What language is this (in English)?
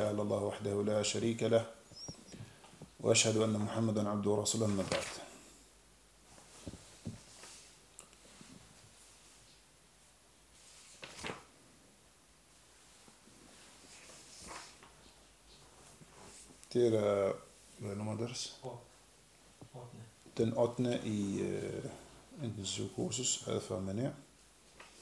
Danish